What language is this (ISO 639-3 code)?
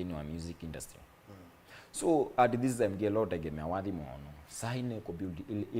kam